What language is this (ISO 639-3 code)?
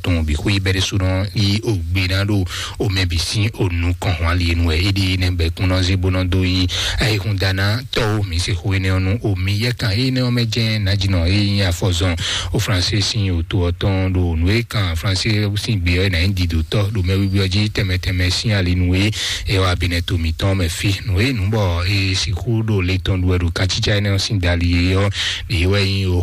fon